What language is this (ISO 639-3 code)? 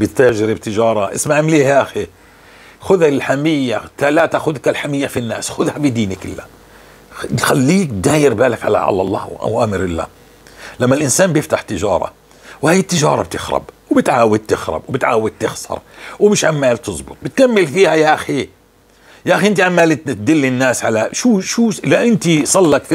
apc